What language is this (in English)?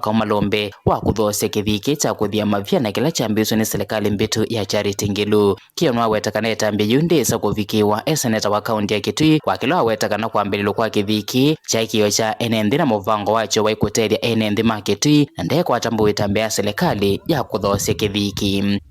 Kamba